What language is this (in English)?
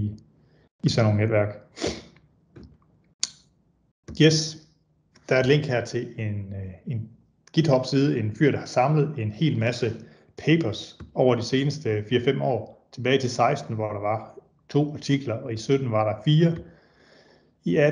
Danish